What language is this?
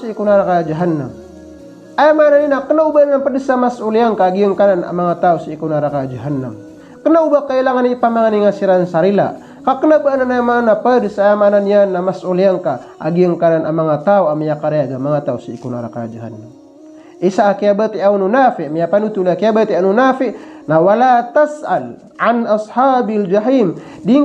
Maranao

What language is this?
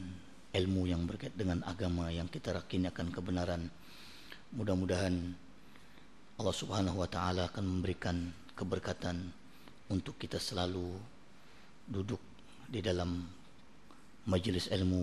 Malay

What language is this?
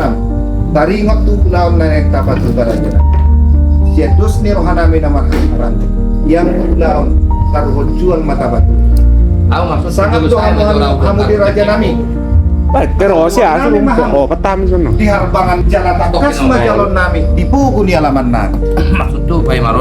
Batak Toba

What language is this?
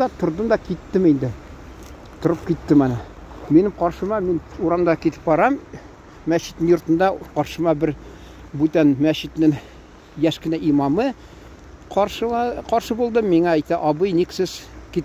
Tatar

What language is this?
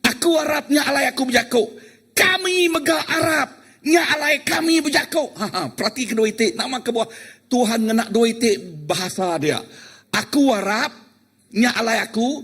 Iban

